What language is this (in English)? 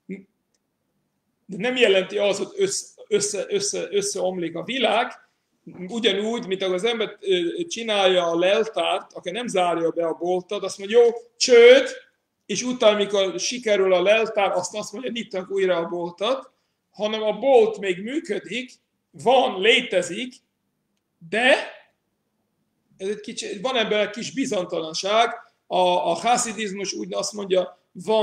Hungarian